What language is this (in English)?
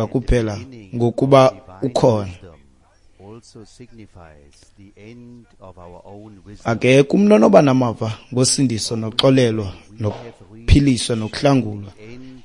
Xhosa